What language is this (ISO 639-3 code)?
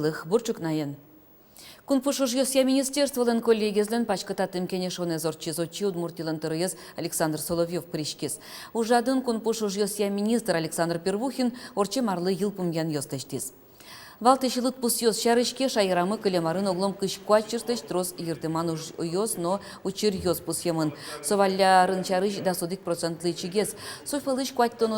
udm